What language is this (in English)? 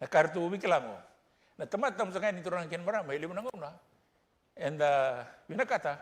Fijian